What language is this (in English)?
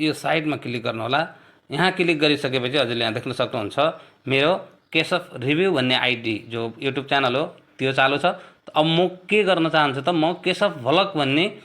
Nepali